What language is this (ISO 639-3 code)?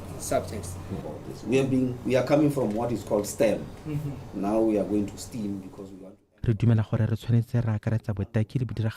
tsn